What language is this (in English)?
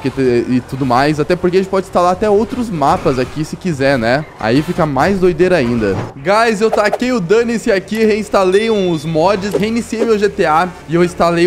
Portuguese